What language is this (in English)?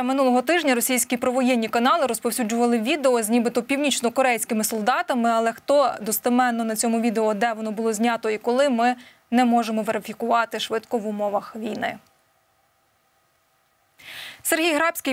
Ukrainian